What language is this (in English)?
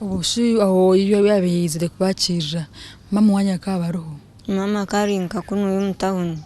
Nyankole